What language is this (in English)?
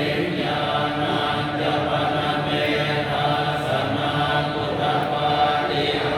Pali